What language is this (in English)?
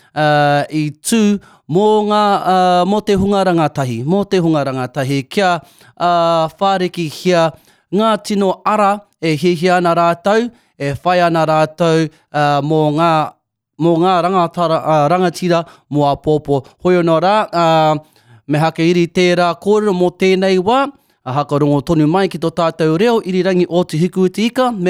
Māori